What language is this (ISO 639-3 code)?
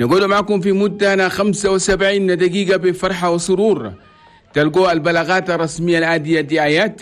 shu